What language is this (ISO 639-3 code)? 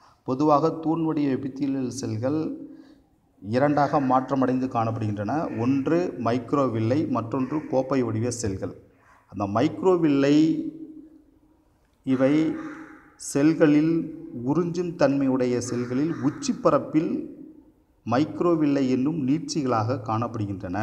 tam